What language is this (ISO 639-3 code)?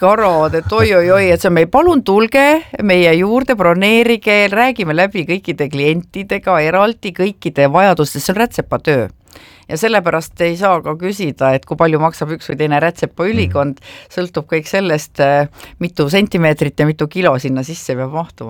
est